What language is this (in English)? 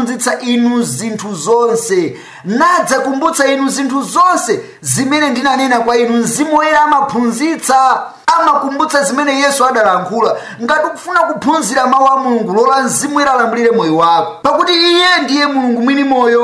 Nyanja